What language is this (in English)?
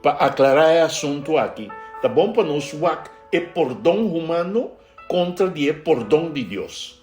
Papiamento